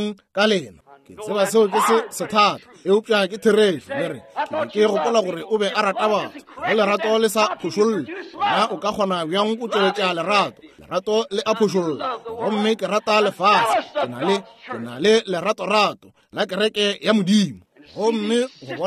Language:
Northern Sotho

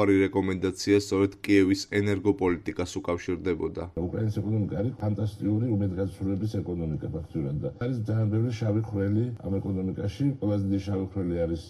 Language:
Georgian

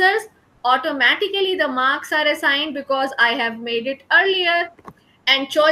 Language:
English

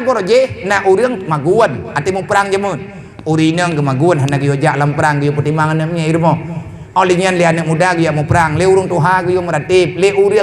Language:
Achinese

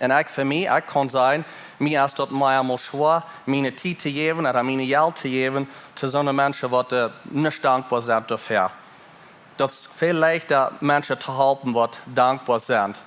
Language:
Plautdietsch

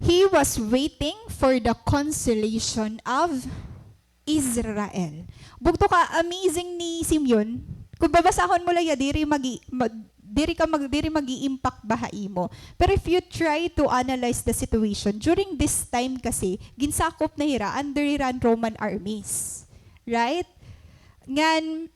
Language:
Waray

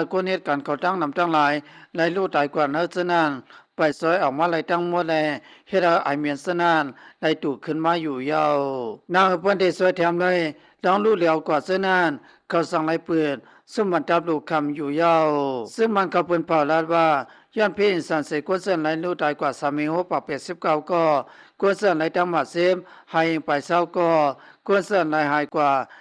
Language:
Shan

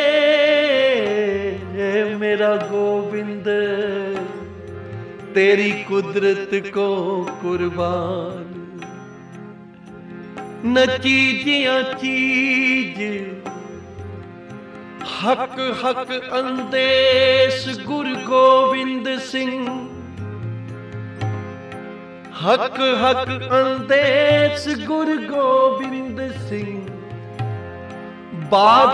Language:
Punjabi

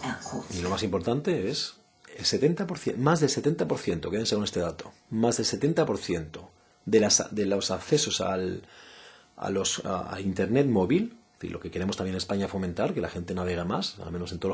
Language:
Spanish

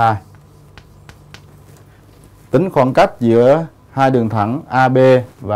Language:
Vietnamese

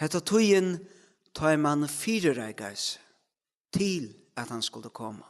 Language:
Faroese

